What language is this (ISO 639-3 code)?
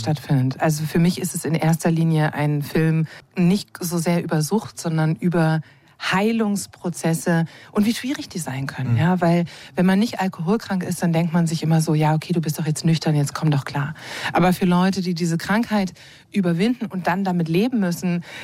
deu